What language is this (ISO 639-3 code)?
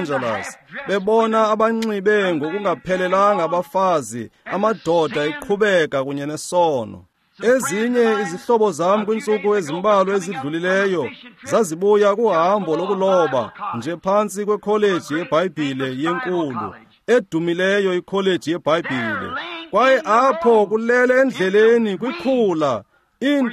xho